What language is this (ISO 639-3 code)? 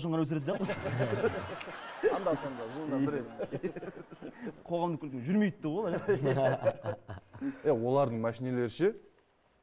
kaz